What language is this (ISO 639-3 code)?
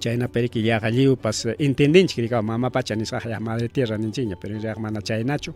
quy